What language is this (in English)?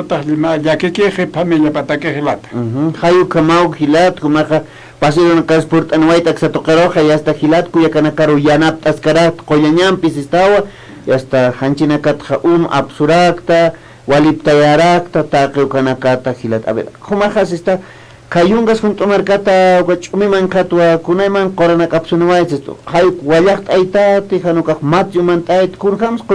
Aymara